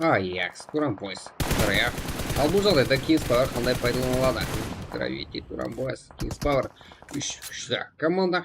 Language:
Kara-Kalpak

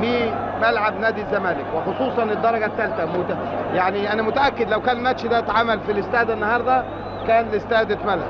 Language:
Egyptian Arabic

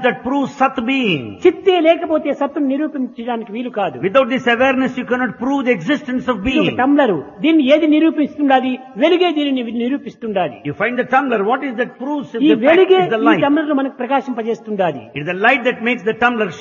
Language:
Telugu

